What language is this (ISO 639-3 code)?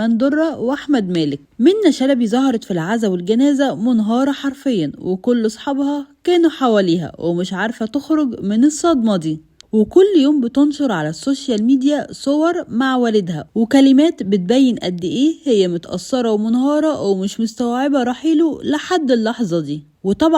arz